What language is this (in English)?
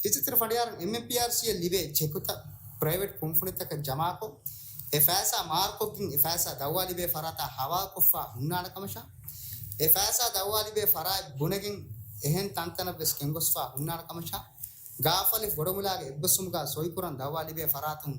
Divehi